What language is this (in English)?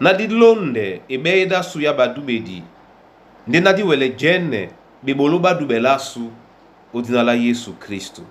Duala